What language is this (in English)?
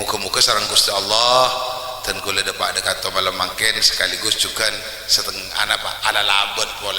Madurese